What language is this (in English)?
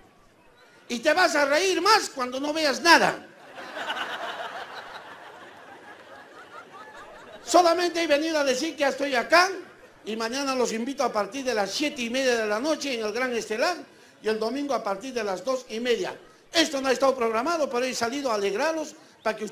Spanish